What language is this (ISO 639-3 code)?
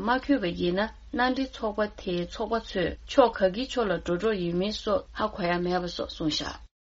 bod